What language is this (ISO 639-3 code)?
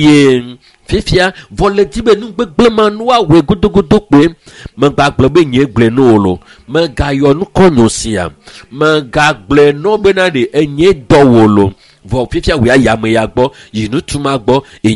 ewe